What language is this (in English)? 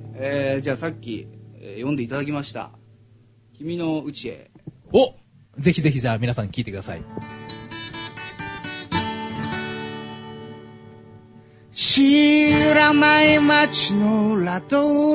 Japanese